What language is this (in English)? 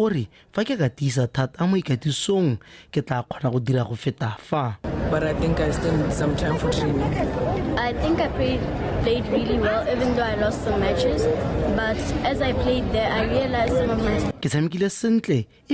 Tswana